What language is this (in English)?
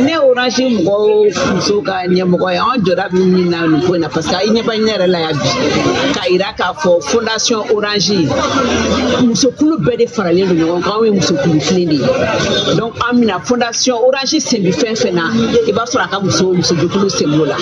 Bambara